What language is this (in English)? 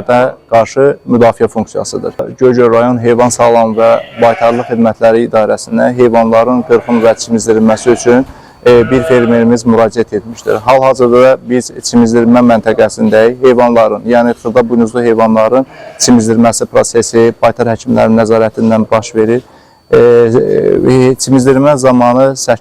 Azerbaijani